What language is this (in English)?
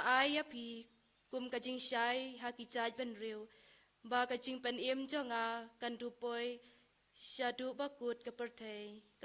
Khasi